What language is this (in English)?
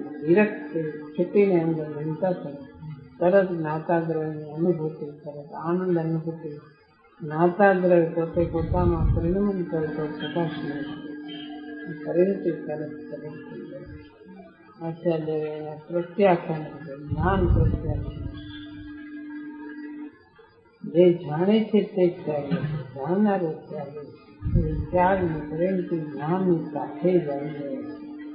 Gujarati